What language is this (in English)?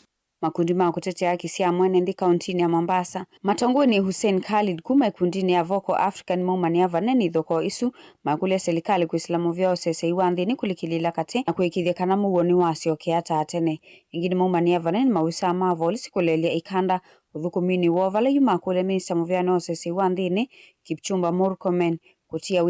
Kamba